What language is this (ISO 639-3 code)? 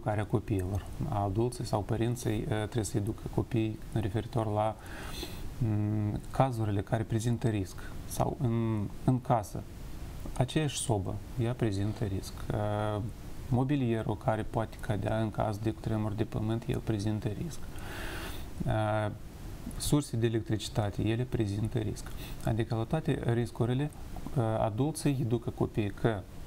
ron